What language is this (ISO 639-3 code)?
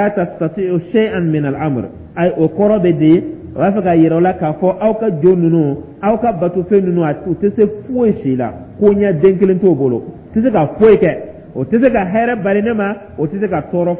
dyu